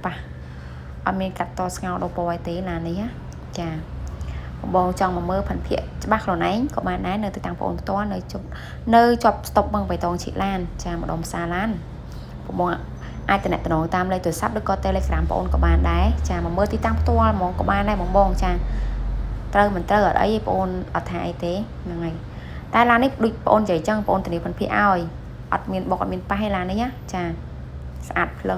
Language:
Khmer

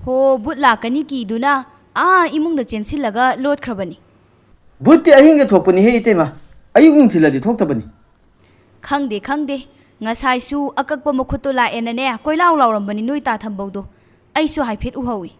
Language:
Manipuri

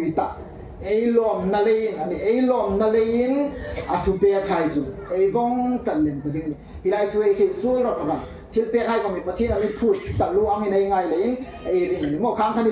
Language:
Hmar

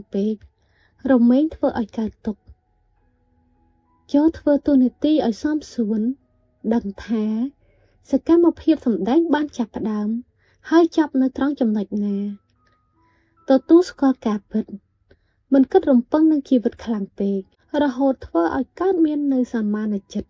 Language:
Khmer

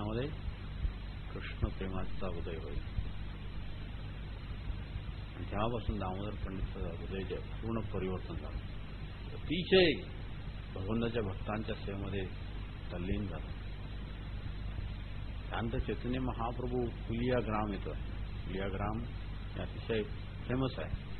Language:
Marathi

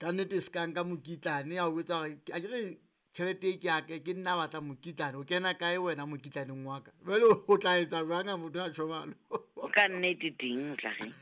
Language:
Southern Sotho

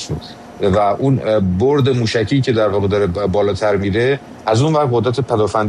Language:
Persian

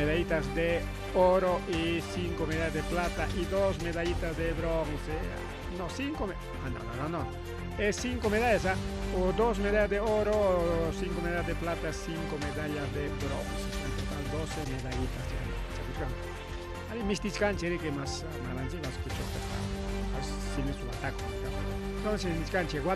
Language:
Ayacucho Quechua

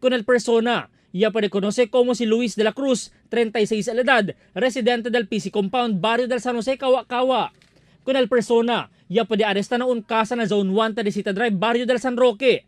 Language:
Chavacano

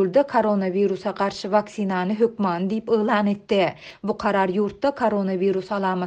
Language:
Turkmen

